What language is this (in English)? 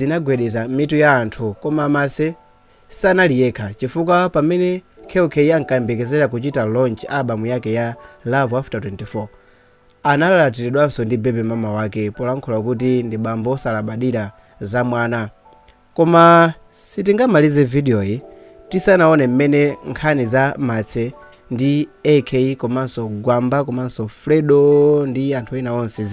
Nyanja